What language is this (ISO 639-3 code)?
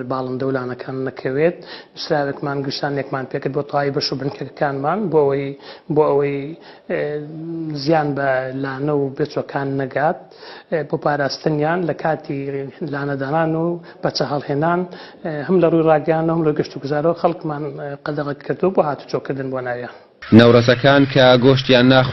ckb